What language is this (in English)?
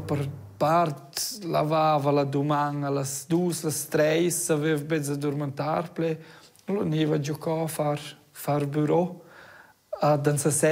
Romansh